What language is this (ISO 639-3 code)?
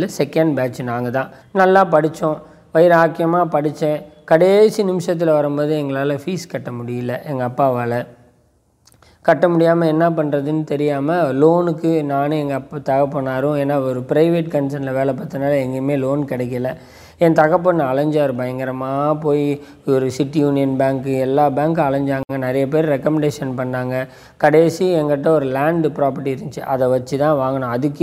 tam